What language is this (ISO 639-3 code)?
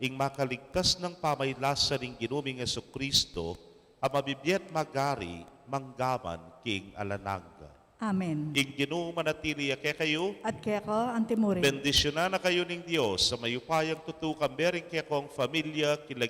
pam